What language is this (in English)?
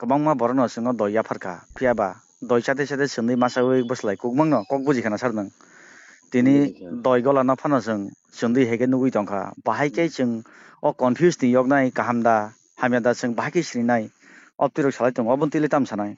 Kok Borok